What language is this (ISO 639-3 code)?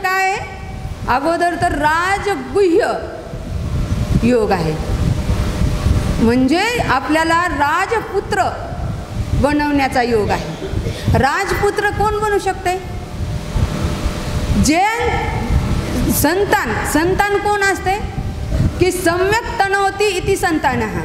mar